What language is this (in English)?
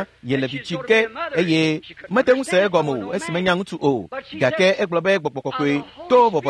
Ewe